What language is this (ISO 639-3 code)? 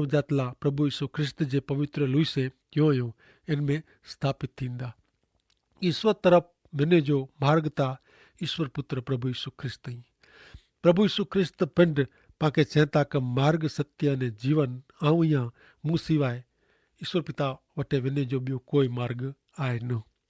kfr